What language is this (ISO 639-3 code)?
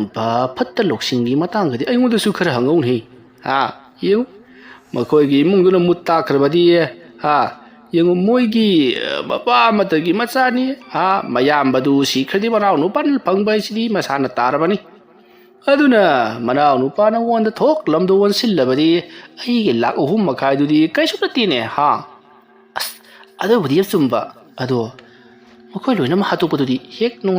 mni